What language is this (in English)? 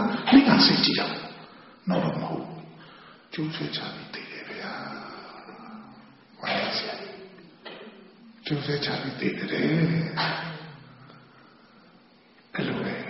Burmese